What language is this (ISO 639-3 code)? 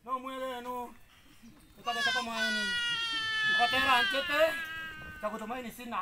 guz